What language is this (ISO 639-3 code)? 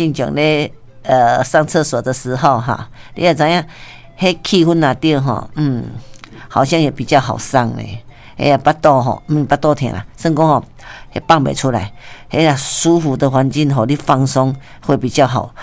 nan